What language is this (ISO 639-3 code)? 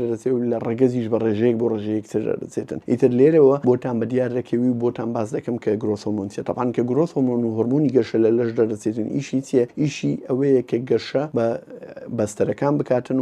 ckb